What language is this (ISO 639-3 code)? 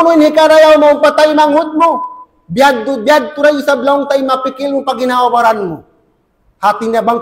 tsg